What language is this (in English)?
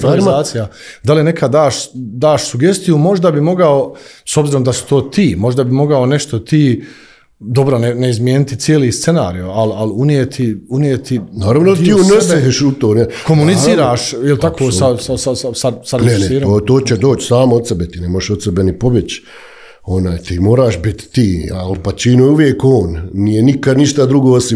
Bosnian